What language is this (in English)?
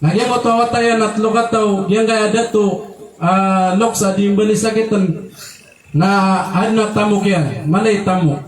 Maranao